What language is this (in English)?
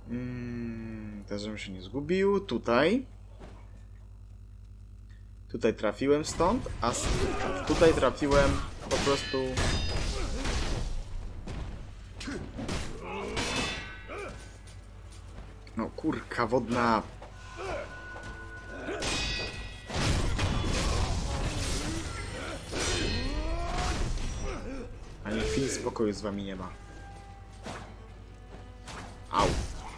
Polish